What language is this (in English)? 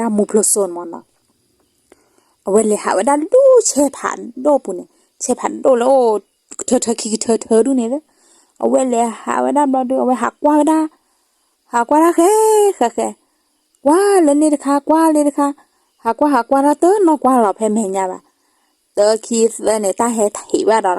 S'gaw Karen